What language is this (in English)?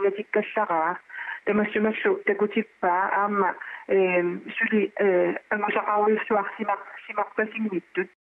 Kalaallisut